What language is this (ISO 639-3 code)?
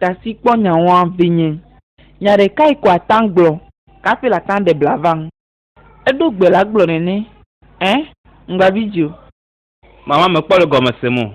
ewe